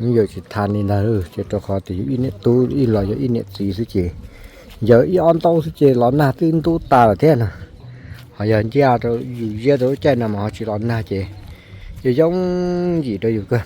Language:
Hmong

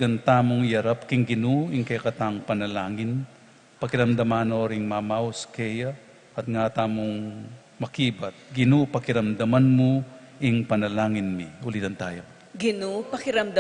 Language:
Pampanga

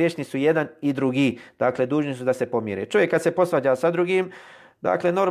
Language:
Bosnian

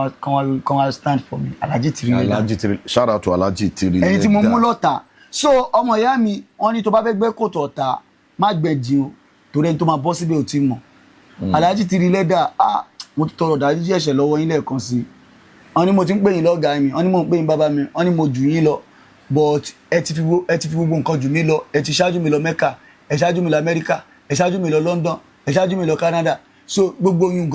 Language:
Yoruba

